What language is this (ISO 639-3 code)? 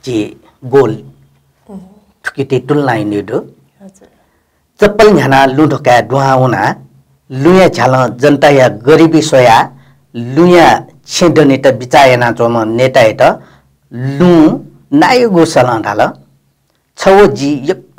new